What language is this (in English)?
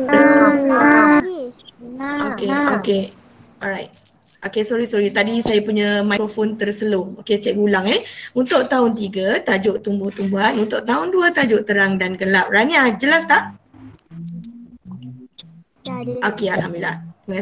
Malay